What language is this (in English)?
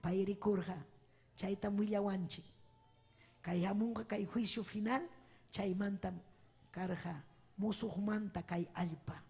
Ayacucho Quechua